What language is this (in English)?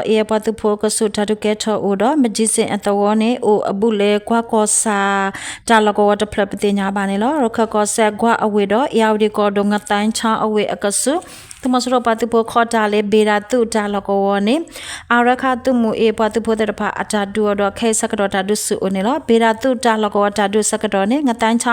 S'gaw Karen